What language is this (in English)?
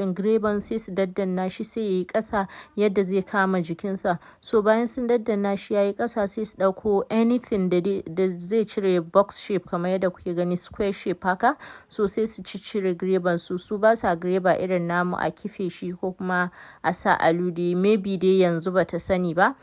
Hausa